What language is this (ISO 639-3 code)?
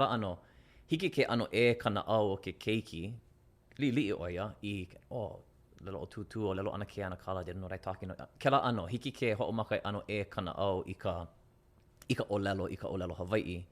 haw